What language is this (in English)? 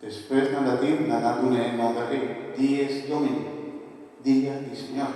Papiamento